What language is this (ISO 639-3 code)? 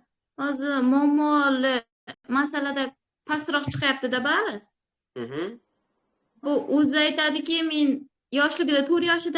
uzb